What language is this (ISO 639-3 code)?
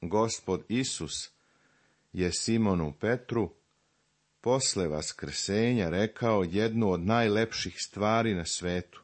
srp